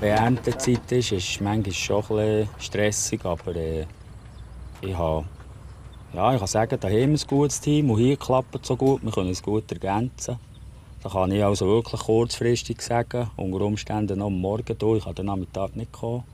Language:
Swiss German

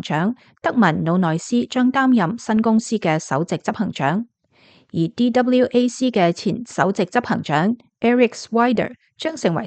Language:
Cantonese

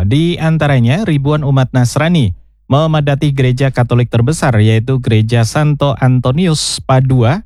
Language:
Indonesian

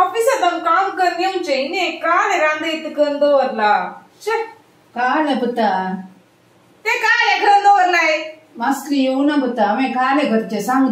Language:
Konkani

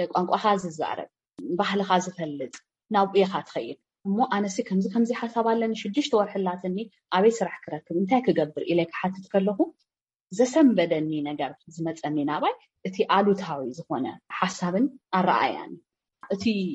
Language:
Tigrinya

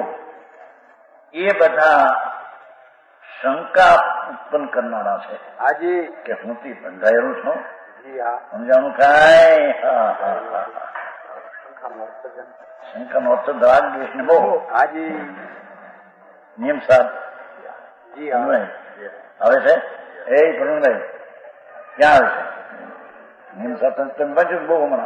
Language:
Gujarati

